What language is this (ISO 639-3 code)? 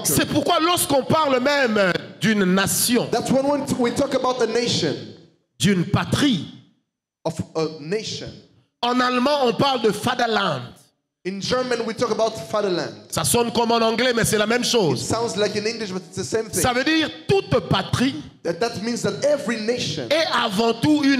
fra